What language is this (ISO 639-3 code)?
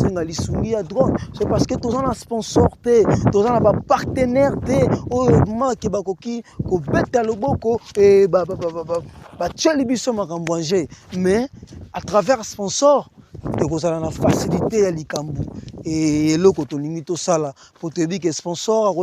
lin